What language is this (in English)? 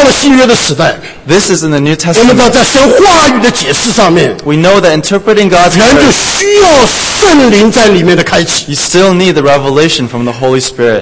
Chinese